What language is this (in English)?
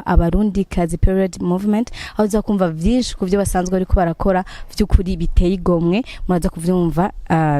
Rundi